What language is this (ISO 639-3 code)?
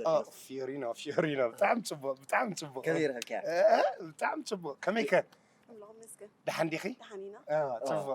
tir